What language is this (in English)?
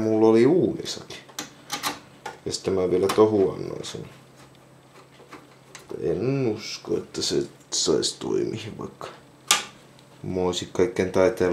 Finnish